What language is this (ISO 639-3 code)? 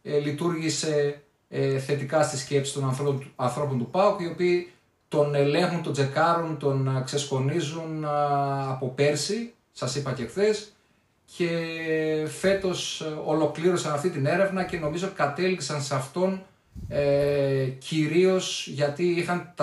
ell